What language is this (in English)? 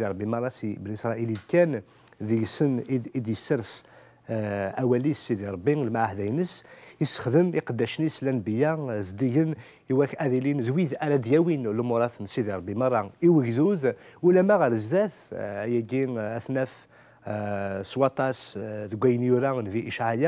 Kabyle